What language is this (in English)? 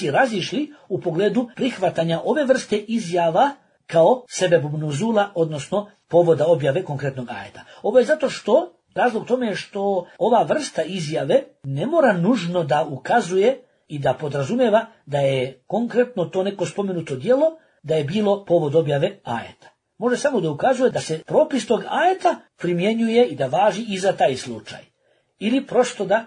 Bosnian